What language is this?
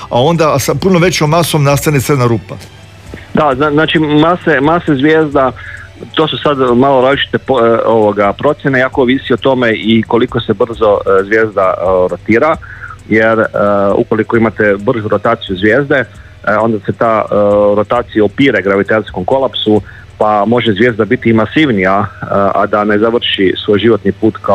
Croatian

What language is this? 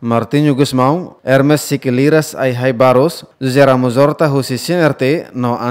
Tetum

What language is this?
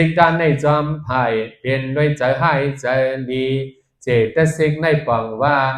Shan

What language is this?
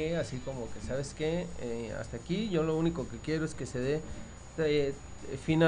Spanish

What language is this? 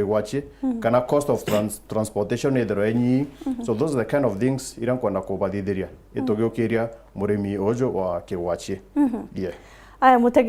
Meru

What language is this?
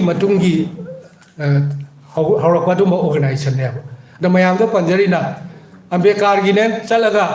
Manipuri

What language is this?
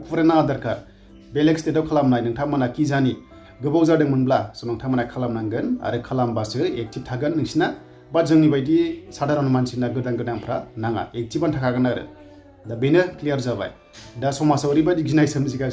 Bodo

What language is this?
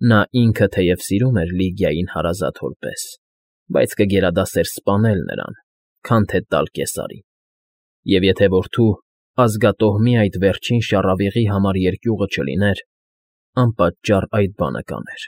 Armenian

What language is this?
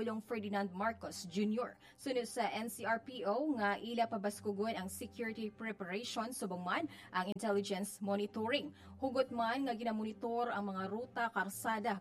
Hiligaynon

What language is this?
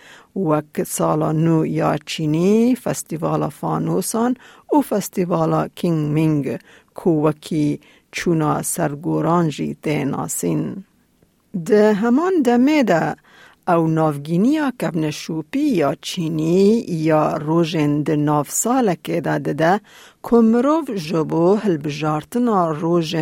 Kurdish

